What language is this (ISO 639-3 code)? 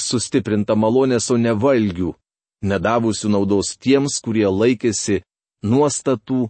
lit